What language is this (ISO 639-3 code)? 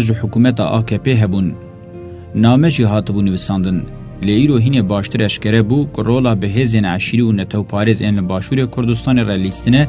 kur